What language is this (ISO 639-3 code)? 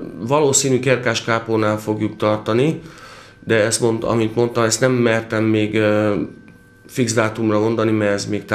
hun